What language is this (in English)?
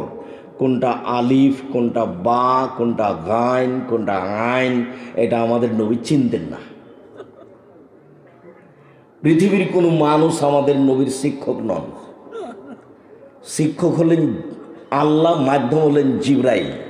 Bangla